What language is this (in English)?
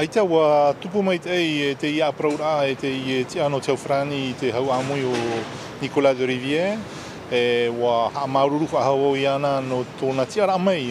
Tahitian